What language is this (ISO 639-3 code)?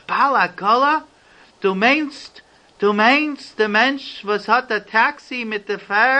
yid